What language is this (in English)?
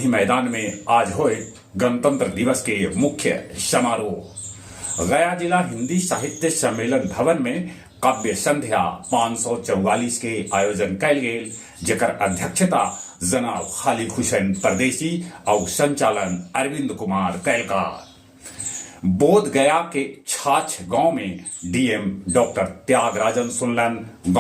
Magahi